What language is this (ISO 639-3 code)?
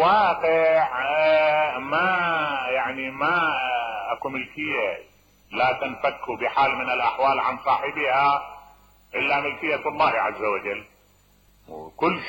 acm